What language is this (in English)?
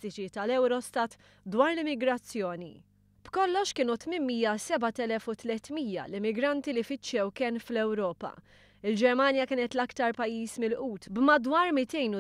Maltese